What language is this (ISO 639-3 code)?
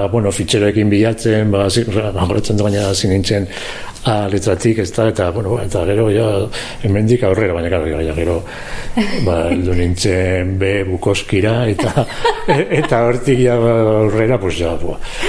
eus